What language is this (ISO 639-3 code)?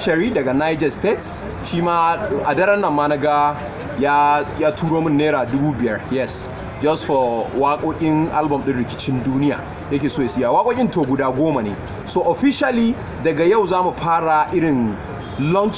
hau